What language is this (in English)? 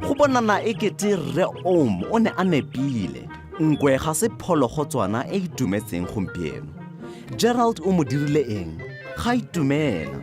Tswana